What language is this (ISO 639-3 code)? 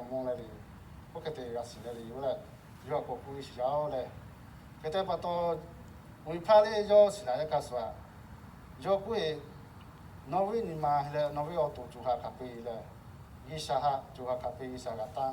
lhu